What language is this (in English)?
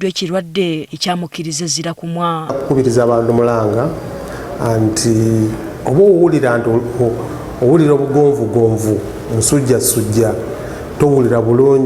Ganda